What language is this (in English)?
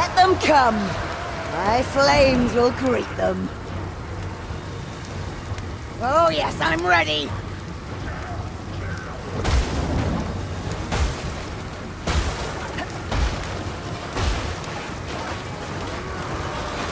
English